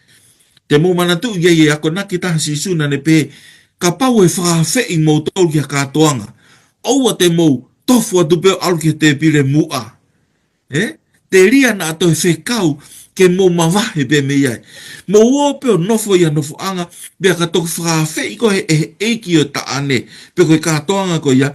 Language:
Tongan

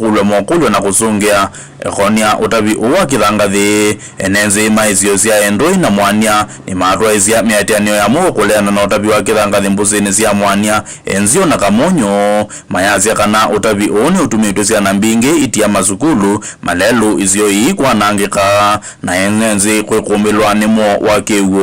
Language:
Kamba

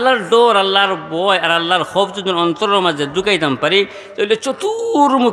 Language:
Sylheti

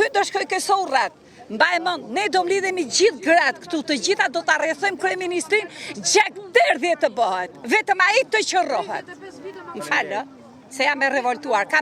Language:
Albanian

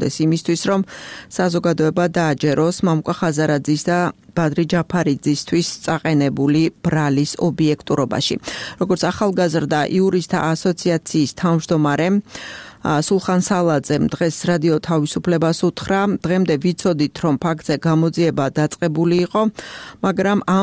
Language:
Georgian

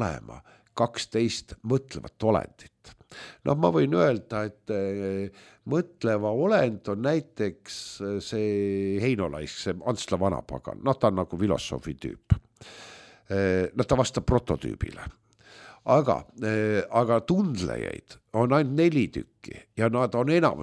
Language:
Estonian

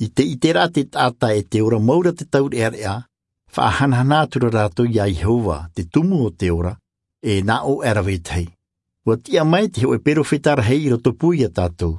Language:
Tahitian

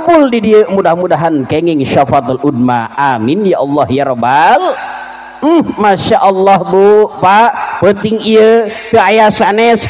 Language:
Sundanese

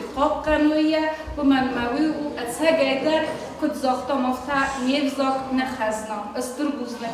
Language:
Ossetic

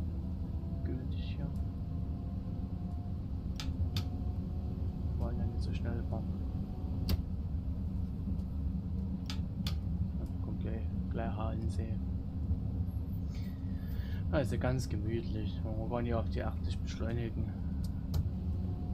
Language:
German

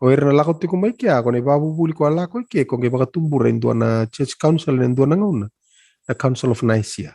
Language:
Fijian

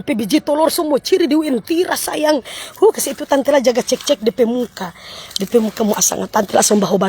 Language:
Manado Malay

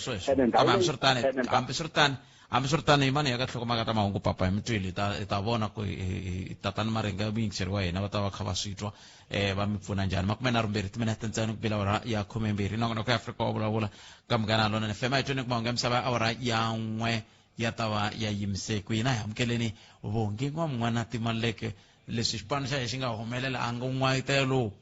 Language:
Tsonga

